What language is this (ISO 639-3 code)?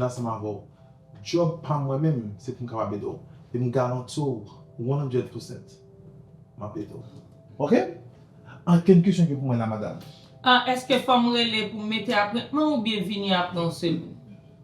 hat